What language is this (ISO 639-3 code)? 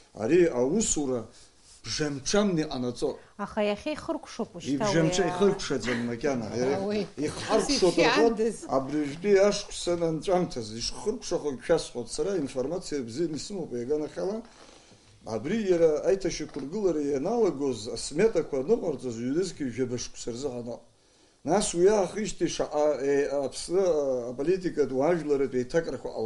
abk